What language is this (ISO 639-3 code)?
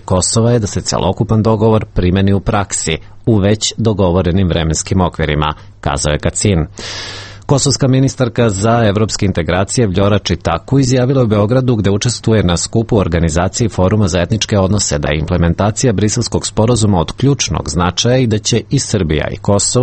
srp